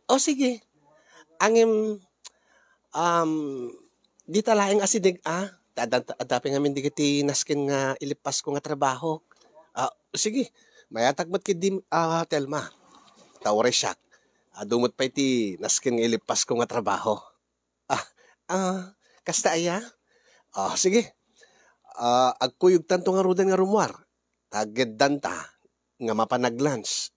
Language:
Iloko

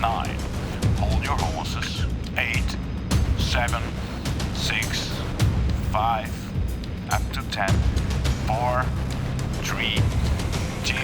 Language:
Western Frisian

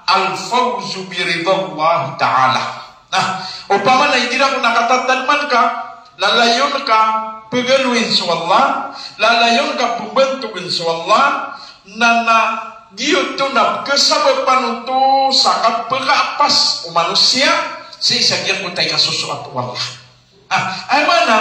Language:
Maranao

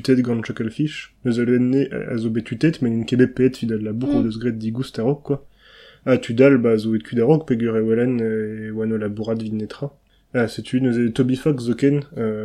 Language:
Breton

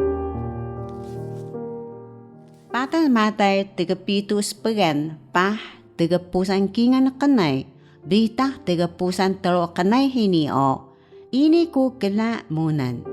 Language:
Taroko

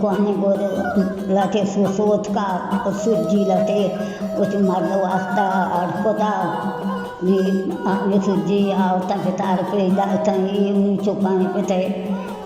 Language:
Baluchi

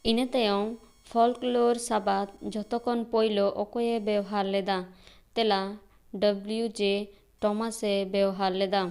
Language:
Santali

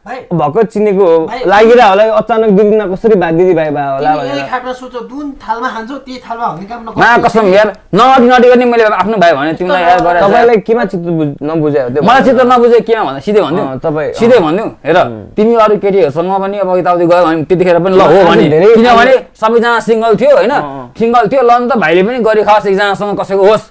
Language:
Nepali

